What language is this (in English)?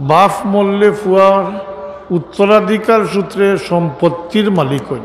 Sylheti